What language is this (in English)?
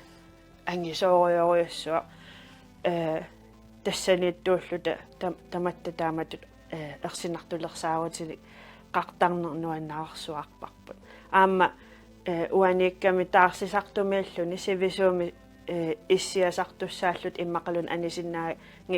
Kalaallisut